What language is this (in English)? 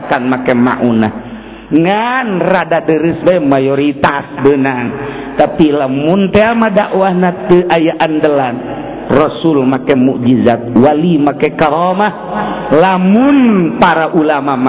Sundanese